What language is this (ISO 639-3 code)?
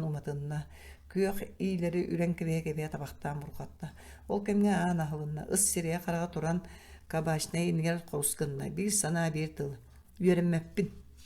sah